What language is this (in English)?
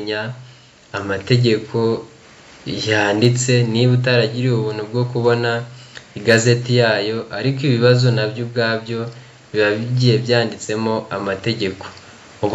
Kinyarwanda